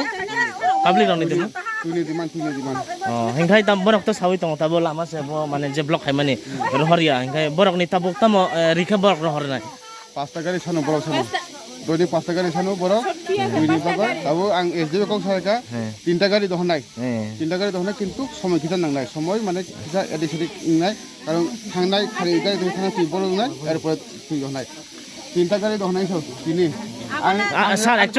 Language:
Riang (India)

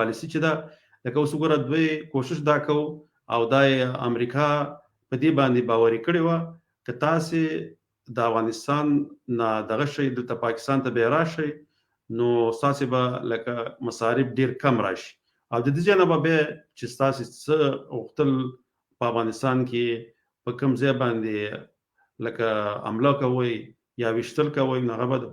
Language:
Pashto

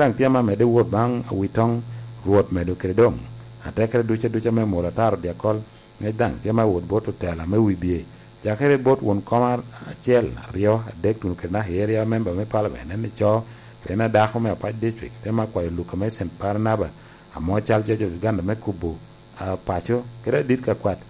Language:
Lango (Uganda)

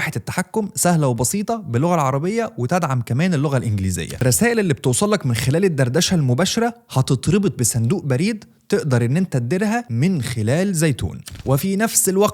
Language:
Egyptian Arabic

